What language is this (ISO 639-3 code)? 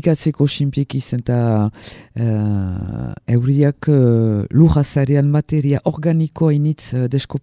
eus